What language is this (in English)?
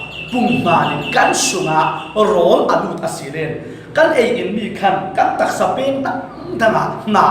Falam Chin